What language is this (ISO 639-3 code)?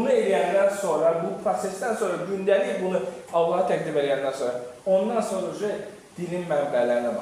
aze